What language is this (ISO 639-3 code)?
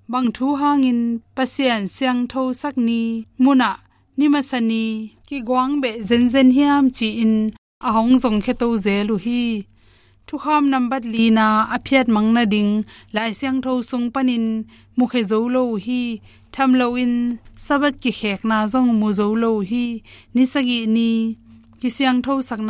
ctd